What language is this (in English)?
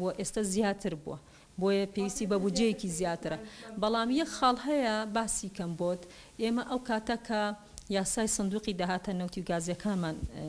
Central Kurdish